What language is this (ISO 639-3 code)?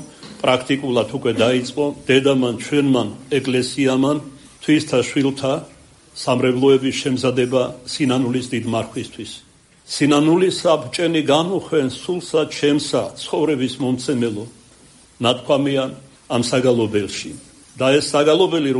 kat